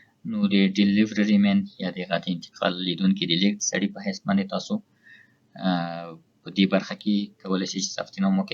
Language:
Pashto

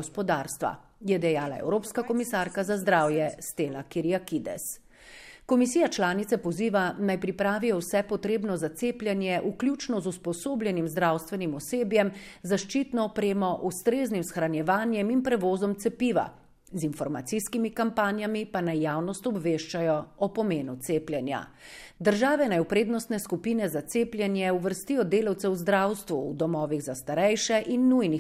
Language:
Slovenian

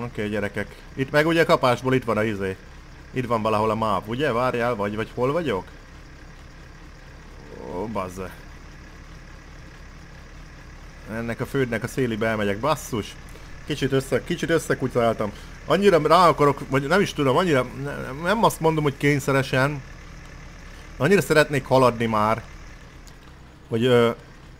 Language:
Hungarian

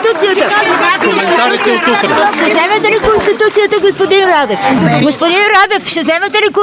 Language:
Bulgarian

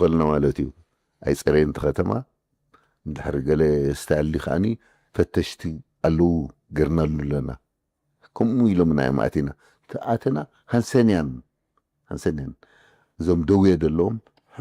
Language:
Tigrinya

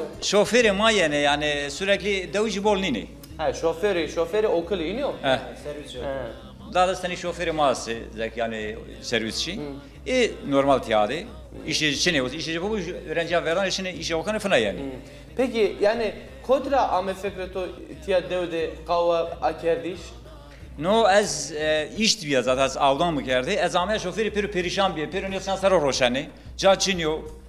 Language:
Zaza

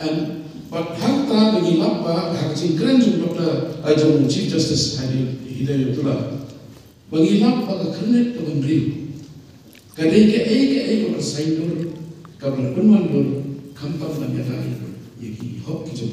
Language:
Khasi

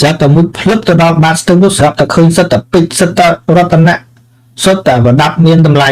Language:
Khmer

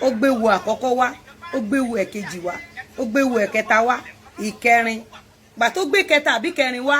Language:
Yoruba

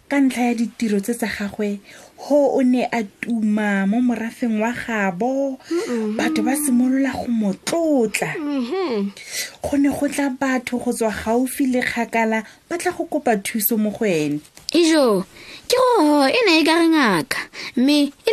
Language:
Tswana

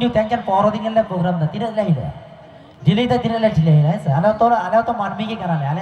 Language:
Santali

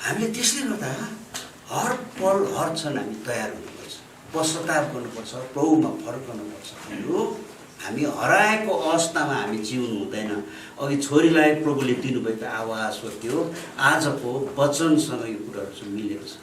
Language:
Nepali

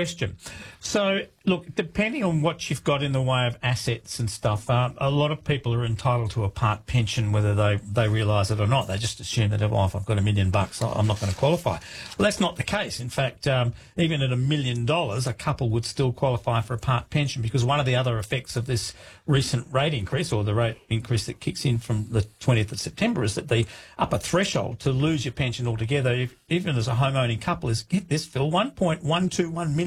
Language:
English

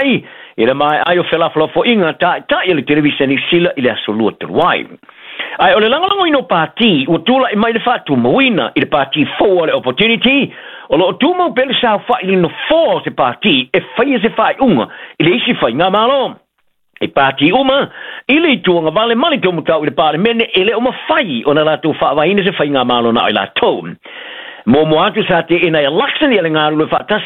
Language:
Samoan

